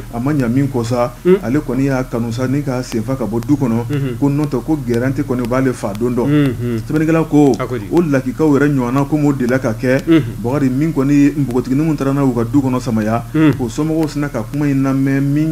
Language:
Bambara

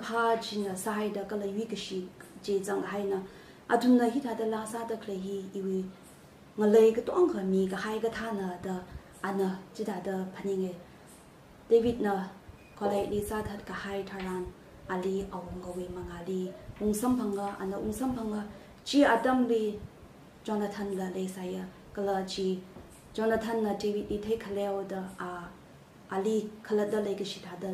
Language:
Tangkhul Naga (India)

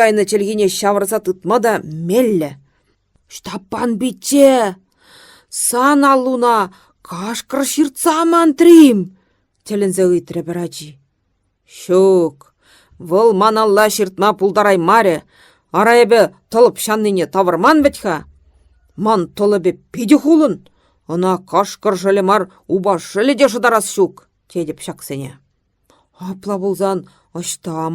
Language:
Chuvash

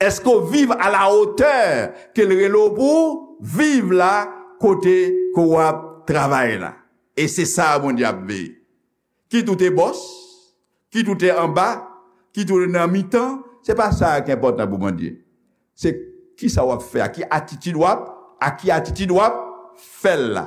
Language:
Haitian Creole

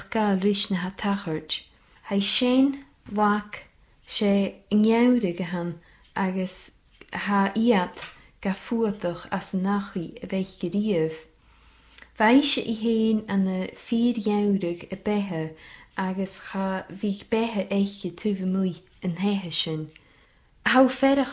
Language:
Scottish Gaelic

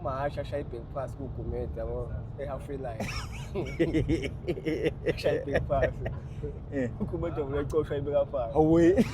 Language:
Zulu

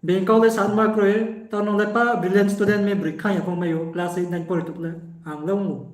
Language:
Riang (India)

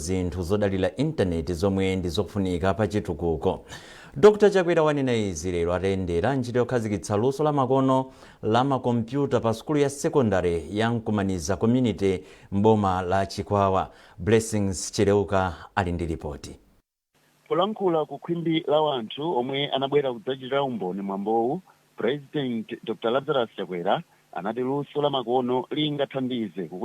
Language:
Nyanja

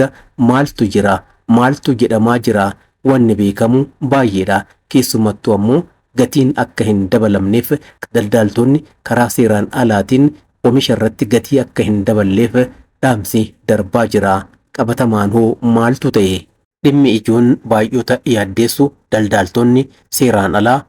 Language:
Oromo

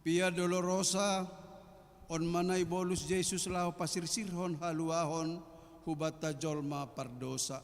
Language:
Batak Simalungun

